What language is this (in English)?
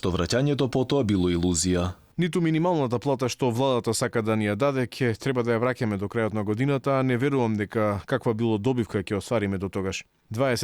Macedonian